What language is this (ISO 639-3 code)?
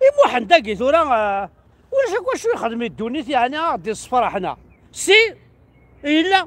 kab